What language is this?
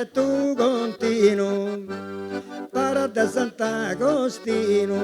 Sardinian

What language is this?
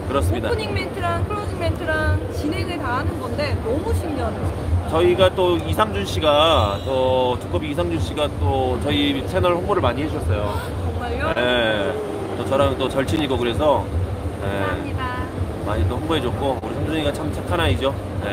Korean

